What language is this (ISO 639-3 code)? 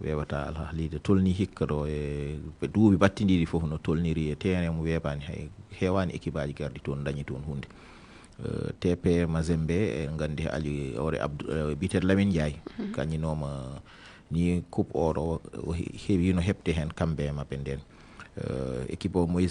ful